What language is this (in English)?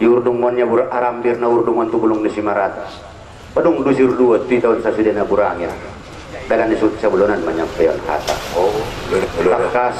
Batak Angkola